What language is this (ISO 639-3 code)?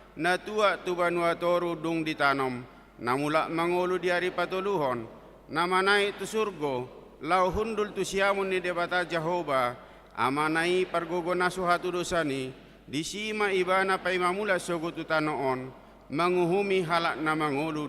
bbc